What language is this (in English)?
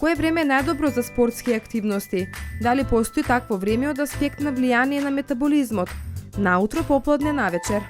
Macedonian